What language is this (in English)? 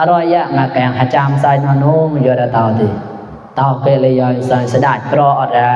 Mon